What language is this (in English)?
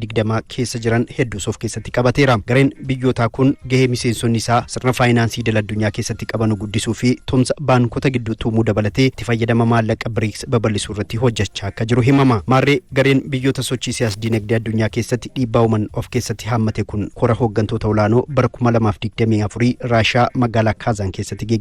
Oromo